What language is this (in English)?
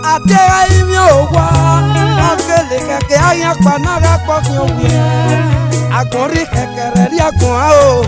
Esan